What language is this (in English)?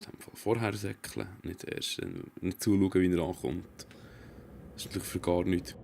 Swiss German